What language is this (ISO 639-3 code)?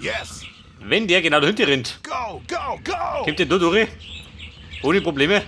bar